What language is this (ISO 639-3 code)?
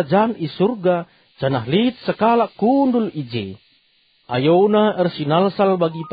btx